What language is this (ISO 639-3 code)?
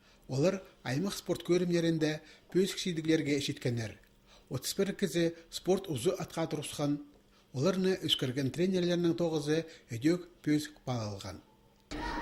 kjh